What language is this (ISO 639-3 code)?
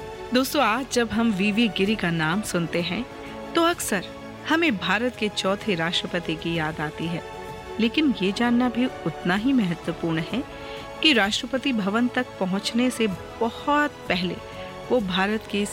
hin